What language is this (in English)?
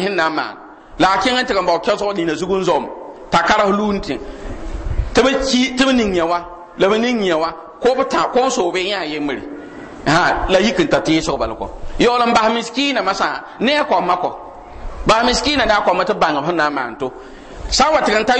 Mossi